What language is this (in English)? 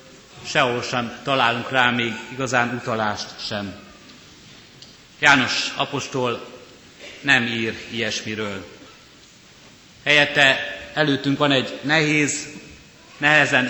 Hungarian